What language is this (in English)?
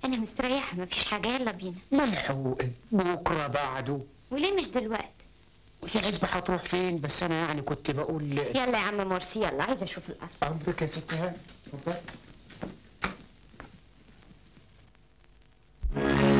Egyptian Arabic